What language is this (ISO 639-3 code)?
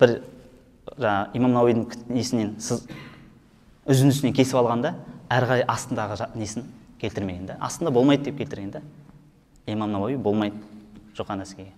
kaz